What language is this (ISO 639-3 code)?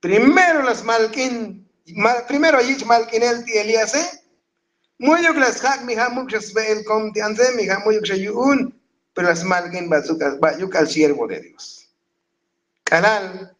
tzo